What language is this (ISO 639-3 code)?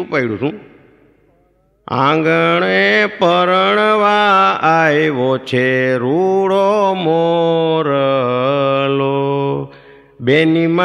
guj